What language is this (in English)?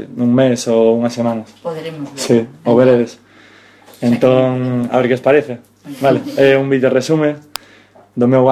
Galician